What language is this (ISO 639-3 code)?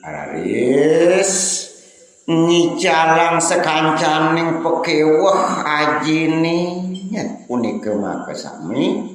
ban